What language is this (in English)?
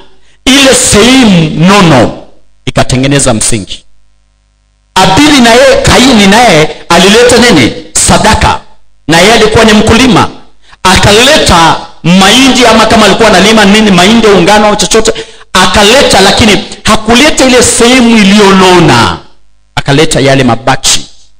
Swahili